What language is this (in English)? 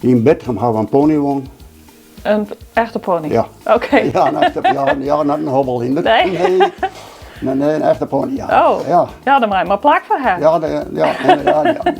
Western Frisian